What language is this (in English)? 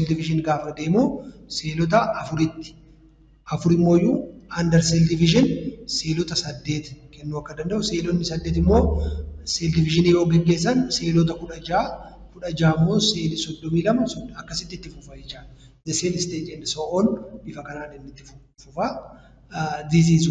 Oromo